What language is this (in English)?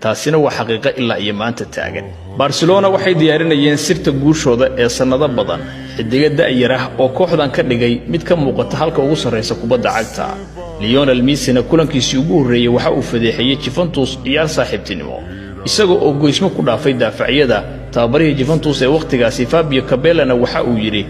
Somali